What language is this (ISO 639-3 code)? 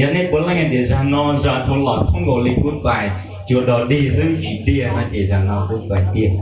hmn